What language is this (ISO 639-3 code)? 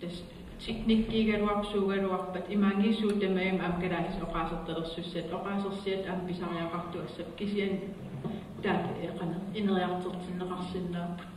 kal